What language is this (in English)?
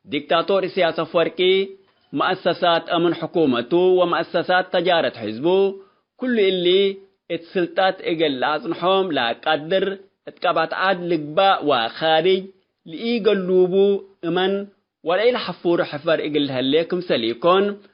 Tigre